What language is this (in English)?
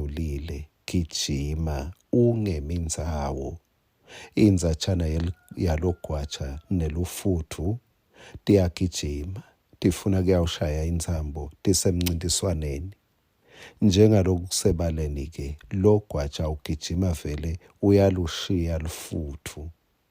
Swati